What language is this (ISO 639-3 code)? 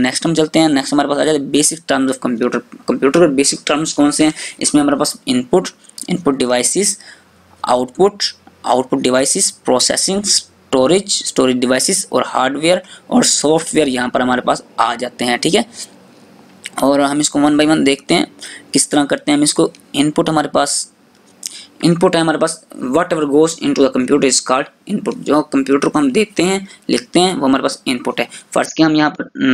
hin